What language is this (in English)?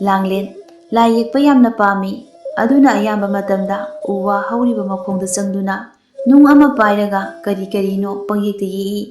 Manipuri